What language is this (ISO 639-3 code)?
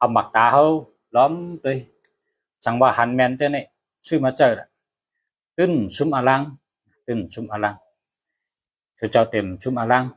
shn